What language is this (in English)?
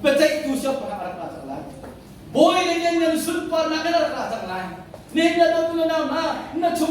Hakha Chin